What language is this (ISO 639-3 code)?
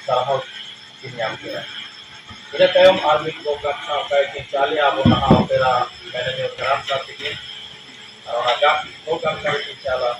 sat